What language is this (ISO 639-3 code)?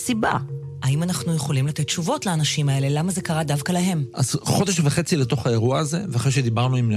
heb